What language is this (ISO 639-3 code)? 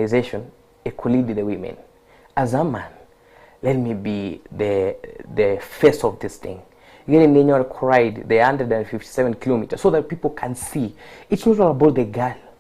guz